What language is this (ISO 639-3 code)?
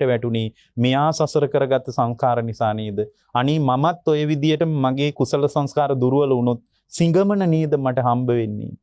sin